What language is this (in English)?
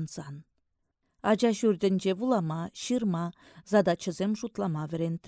Chuvash